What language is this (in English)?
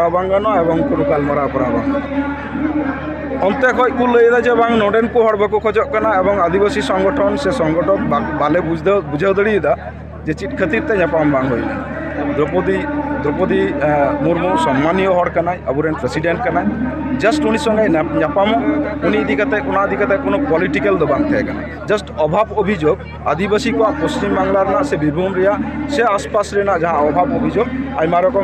Santali